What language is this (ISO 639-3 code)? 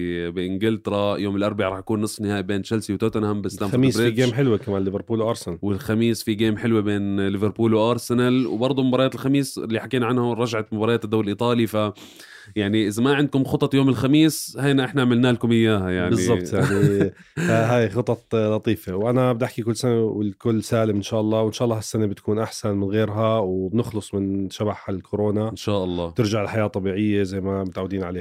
apc